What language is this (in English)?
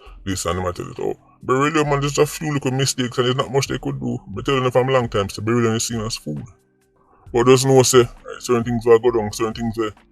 Jamaican Creole English